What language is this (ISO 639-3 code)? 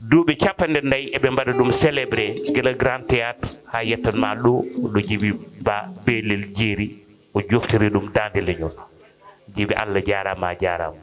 ful